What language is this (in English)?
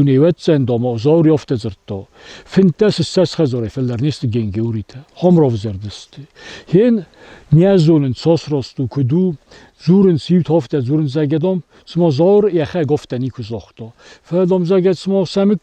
Ossetic